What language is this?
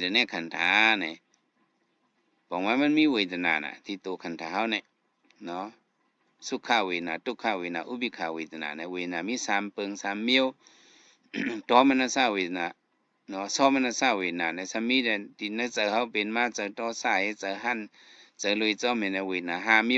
Shan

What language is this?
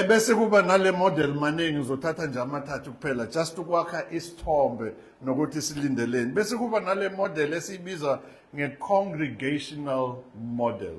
Zulu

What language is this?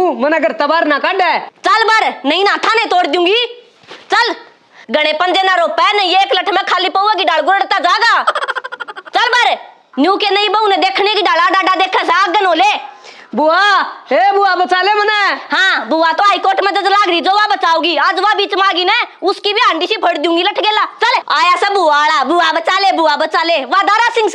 Haryanvi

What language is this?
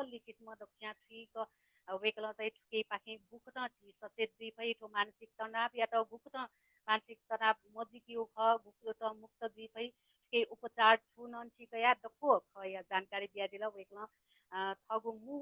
Newari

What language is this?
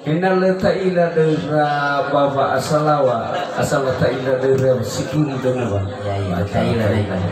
Nias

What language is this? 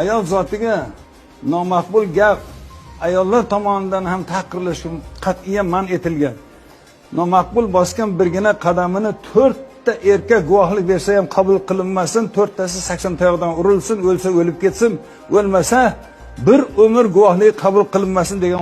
Uzbek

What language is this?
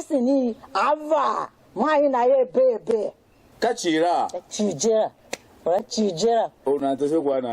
Tiv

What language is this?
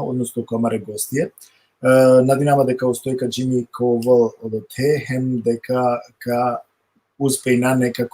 Balkan Romani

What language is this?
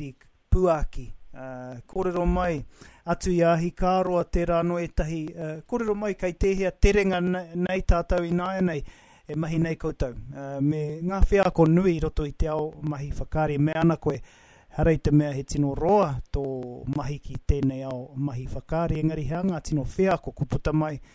Māori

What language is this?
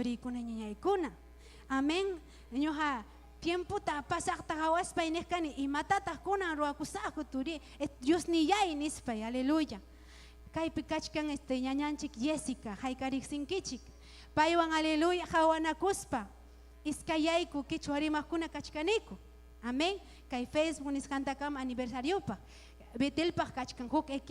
Ayacucho Quechua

